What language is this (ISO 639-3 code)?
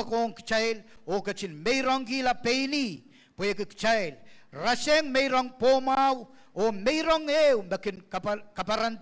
pon